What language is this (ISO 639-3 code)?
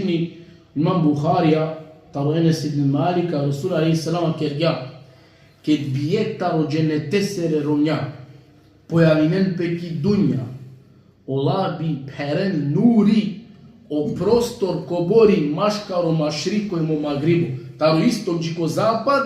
rmn